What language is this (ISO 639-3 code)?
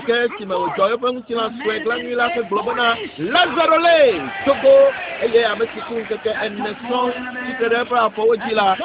ewe